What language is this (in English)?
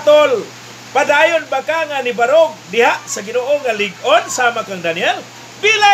Cebuano